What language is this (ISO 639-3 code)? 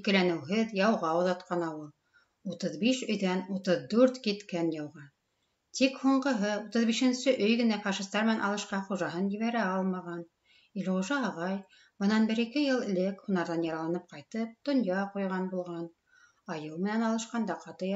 bak